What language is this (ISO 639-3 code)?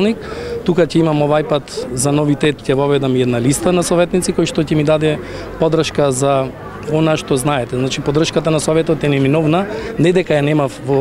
mkd